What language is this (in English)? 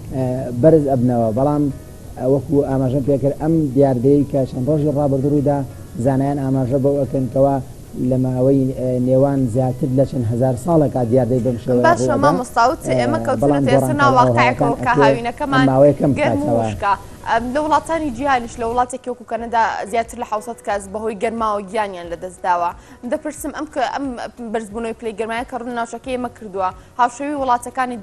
Central Kurdish